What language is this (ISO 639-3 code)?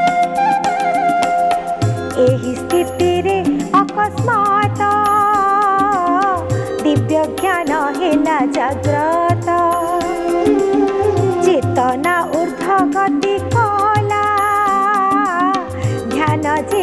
ori